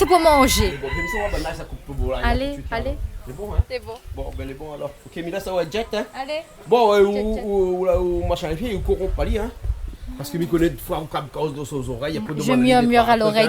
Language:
Réunion Creole French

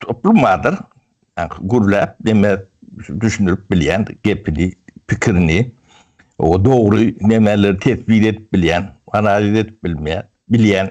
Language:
Turkmen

